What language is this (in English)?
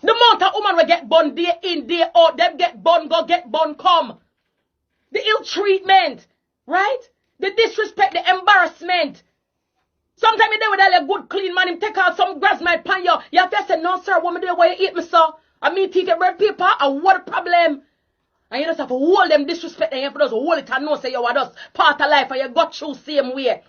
Jamaican Creole English